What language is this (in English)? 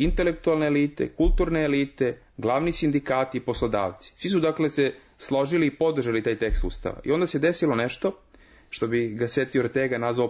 Serbian